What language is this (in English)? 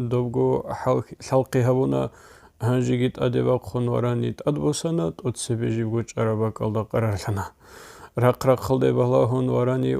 Avaric